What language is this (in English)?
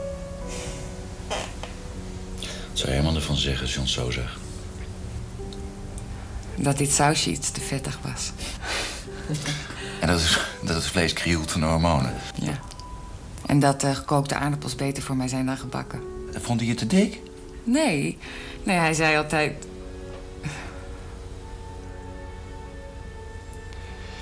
Dutch